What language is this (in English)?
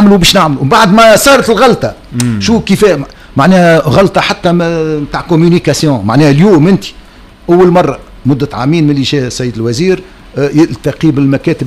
Tunisian Arabic